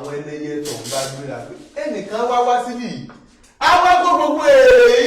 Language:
Yoruba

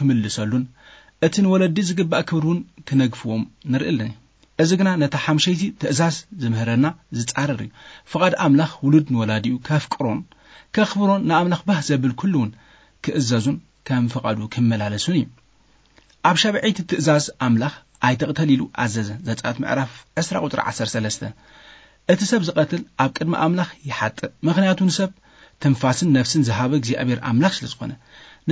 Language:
Tigrinya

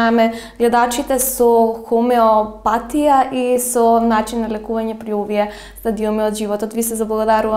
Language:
Macedonian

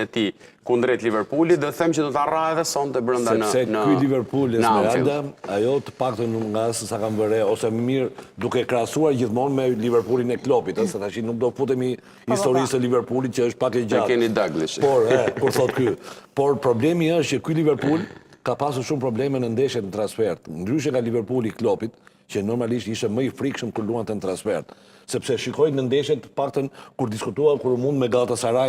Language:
Albanian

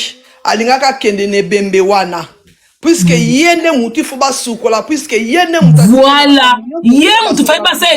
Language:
Lingala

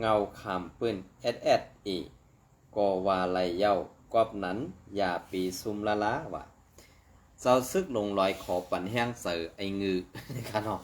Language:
Shan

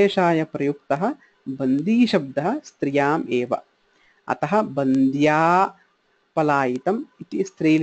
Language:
Sanskrit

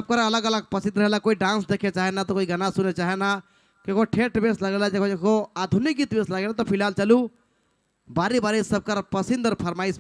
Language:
Sadri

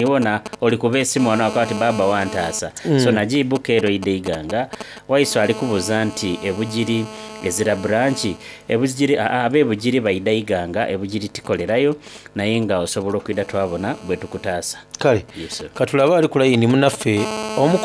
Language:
Soga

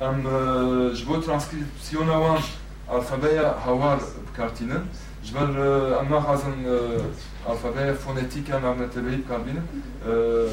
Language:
Kurdish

